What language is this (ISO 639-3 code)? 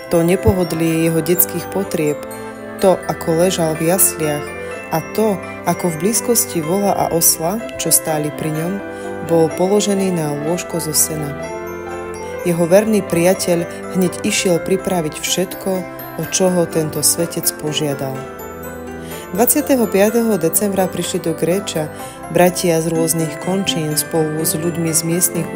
slk